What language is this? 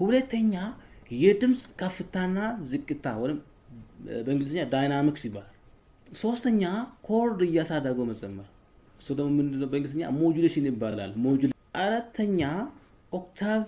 Amharic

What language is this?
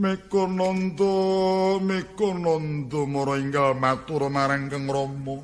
Javanese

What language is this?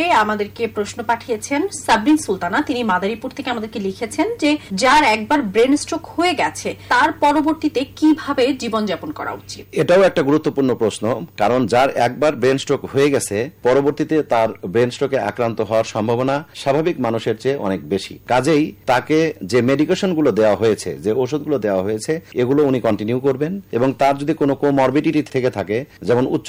Bangla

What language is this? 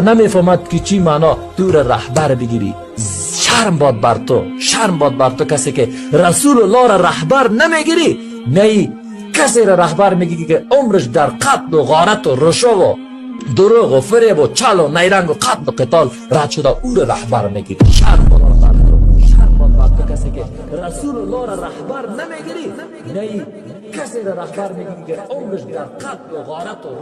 Tajik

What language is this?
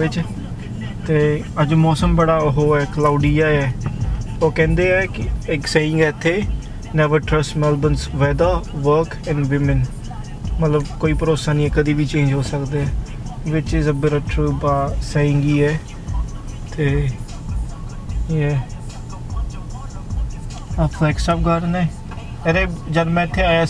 Punjabi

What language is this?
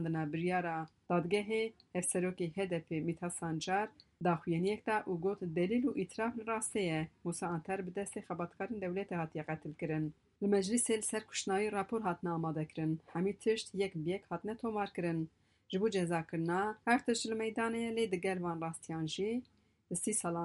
Kurdish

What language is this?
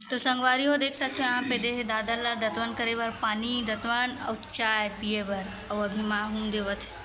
Chhattisgarhi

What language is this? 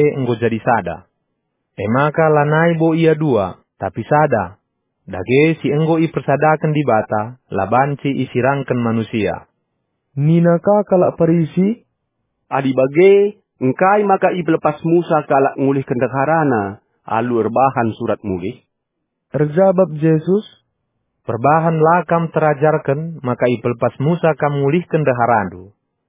Batak Karo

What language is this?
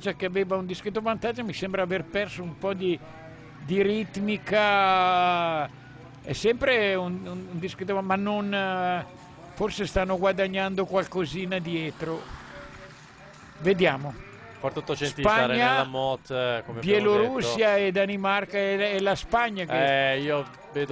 Italian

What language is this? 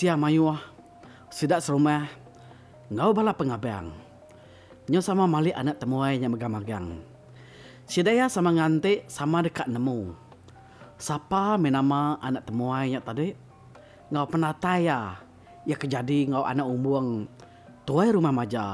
Iban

